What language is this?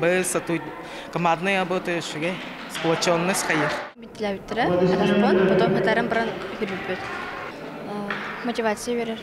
Yakut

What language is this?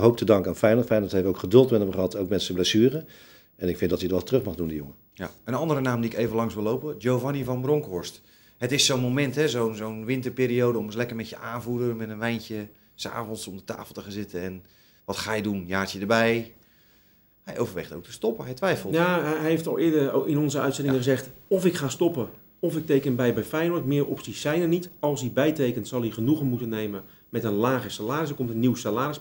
Dutch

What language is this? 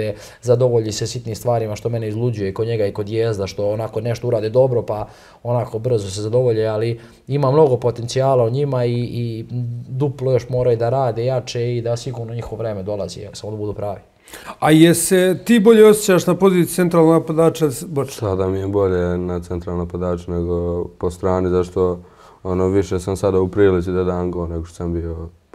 Serbian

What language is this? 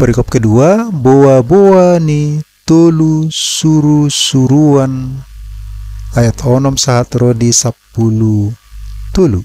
Batak Toba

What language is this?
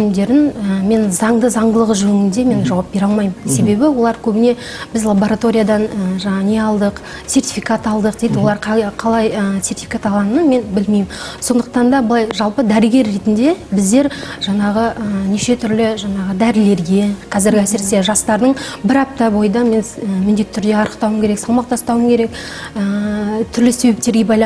Kazakh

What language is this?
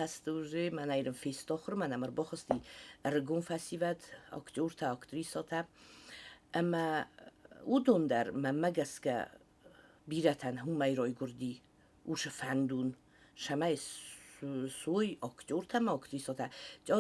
Ossetic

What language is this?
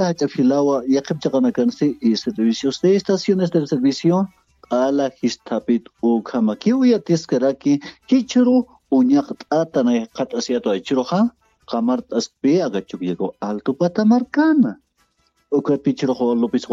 Aymara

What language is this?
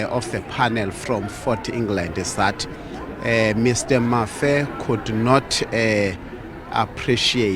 Venda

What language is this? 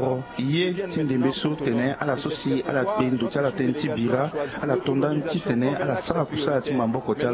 Sango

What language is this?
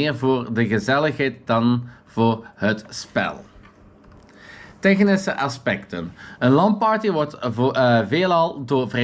Dutch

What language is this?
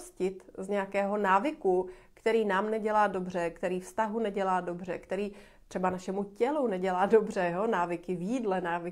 Czech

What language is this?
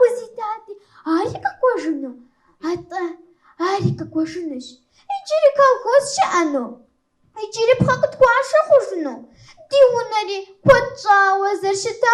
Kabardian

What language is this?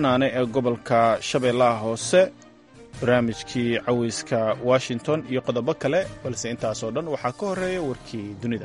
Somali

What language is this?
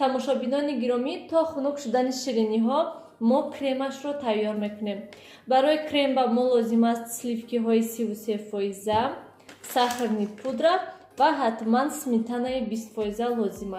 Tajik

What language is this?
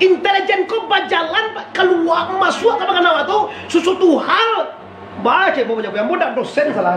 Minangkabau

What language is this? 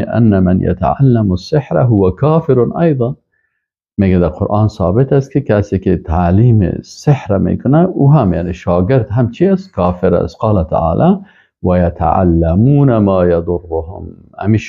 Persian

